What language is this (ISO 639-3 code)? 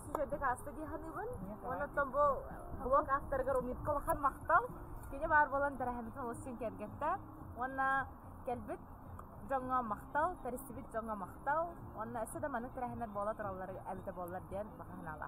sah